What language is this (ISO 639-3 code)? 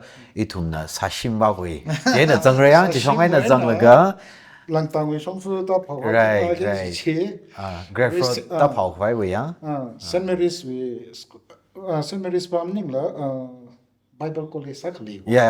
nmf